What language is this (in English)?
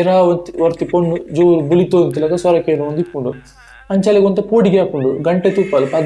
Tulu